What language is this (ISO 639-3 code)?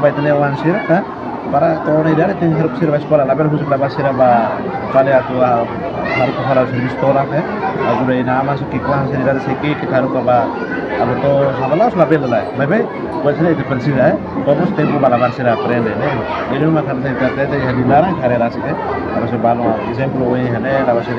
tet